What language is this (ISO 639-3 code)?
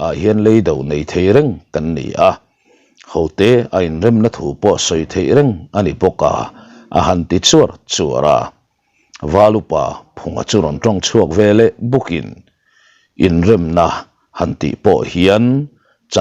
lus